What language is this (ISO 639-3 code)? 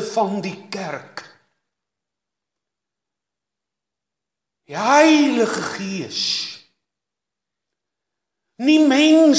afr